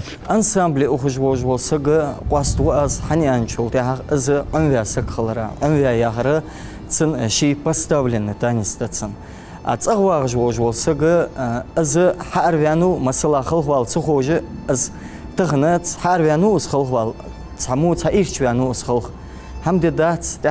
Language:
Ingush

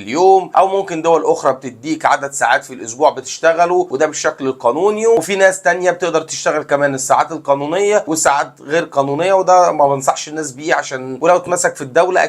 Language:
Egyptian Arabic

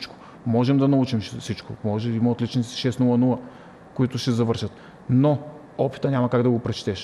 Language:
Bulgarian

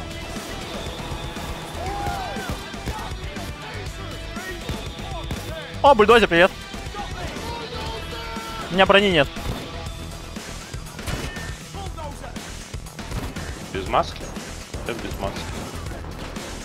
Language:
Russian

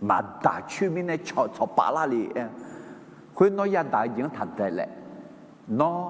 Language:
Akha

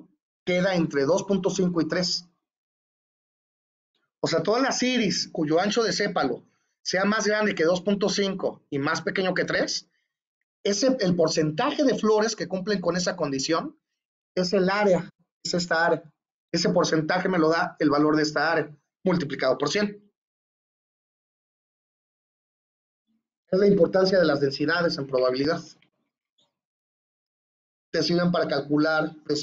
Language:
Spanish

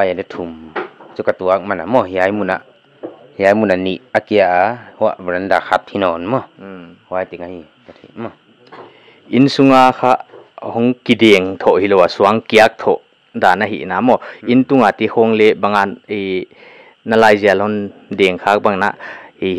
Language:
Paite Chin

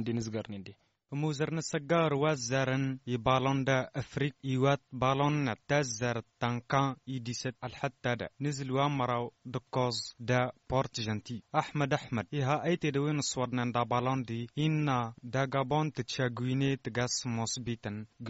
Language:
Tamasheq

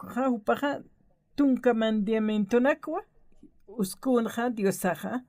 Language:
Aymara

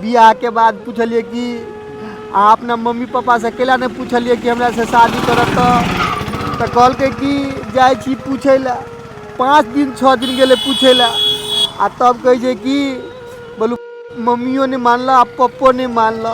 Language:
Maithili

